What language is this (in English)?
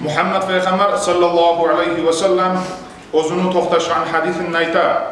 Kumyk